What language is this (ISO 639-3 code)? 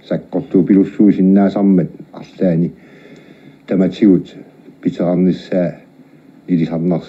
kal